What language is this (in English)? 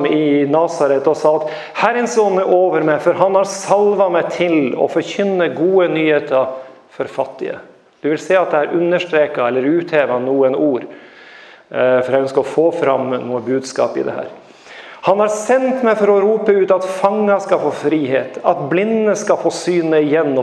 Norwegian